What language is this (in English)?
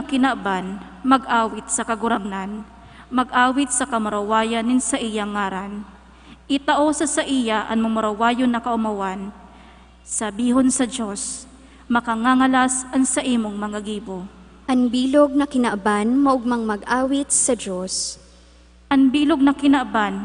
Bikol